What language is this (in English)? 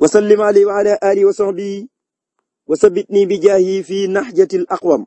Wolof